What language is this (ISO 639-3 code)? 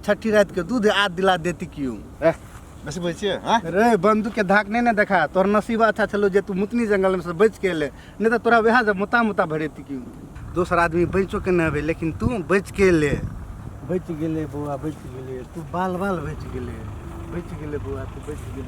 mai